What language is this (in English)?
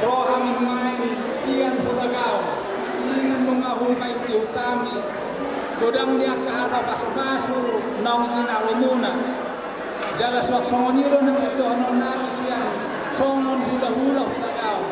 Batak Toba